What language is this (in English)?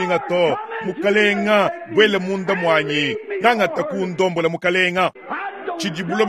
Luba-Lulua